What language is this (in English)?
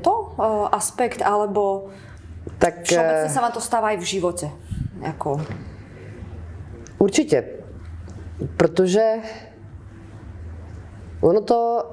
Czech